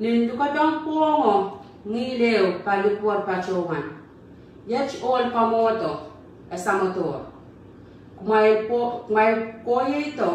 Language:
Pohnpeian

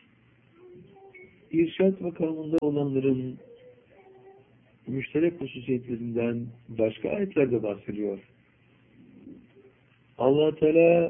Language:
Turkish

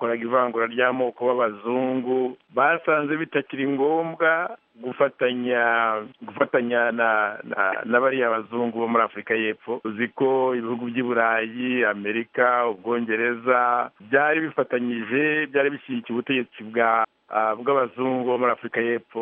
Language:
Kinyarwanda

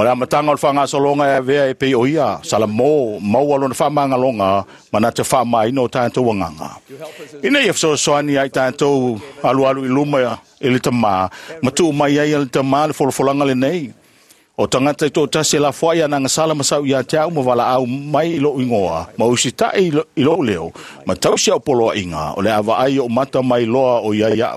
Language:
Samoan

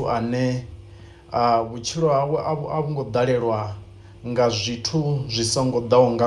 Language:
Venda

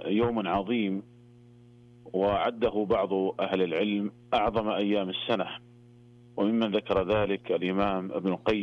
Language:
Arabic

